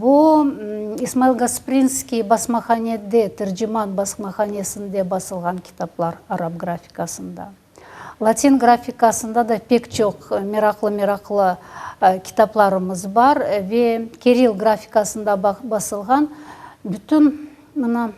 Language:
Crimean Tatar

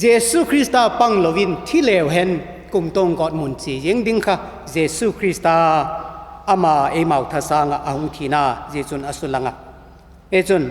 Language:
Vaiphei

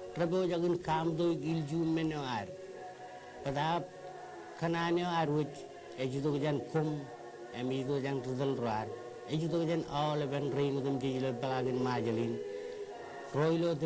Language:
Marshallese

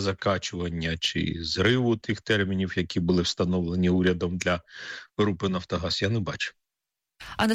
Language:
Ukrainian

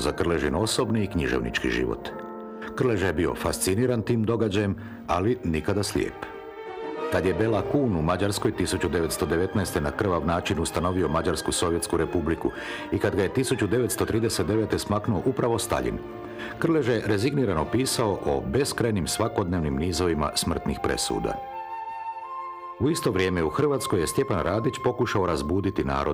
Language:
Croatian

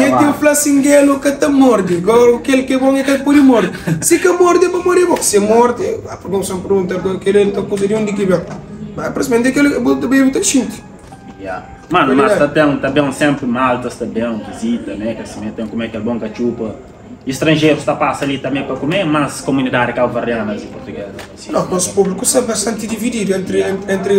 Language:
Kabuverdianu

